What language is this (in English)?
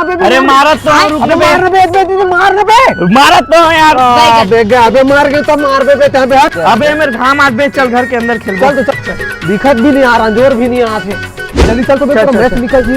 Chhattisgarhi